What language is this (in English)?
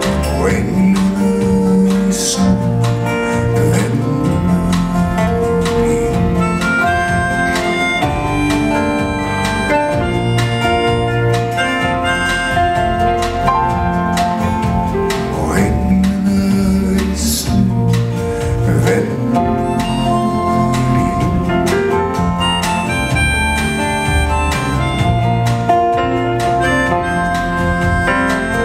Norwegian